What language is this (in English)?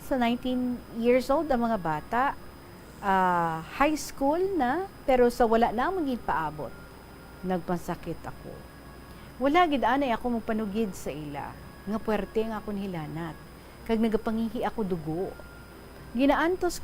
Hiligaynon